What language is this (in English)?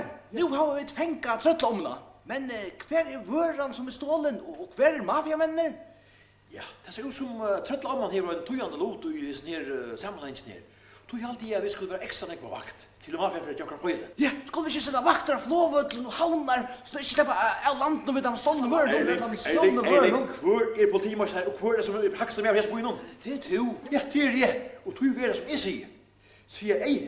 Faroese